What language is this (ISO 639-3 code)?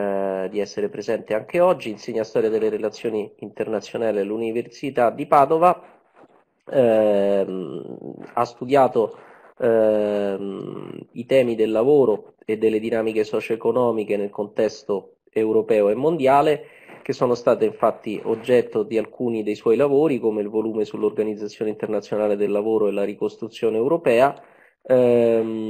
ita